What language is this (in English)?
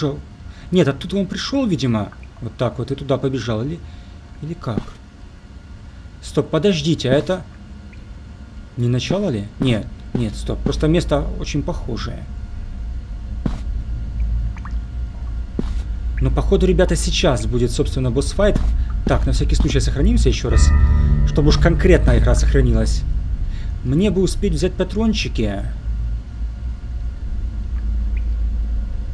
Russian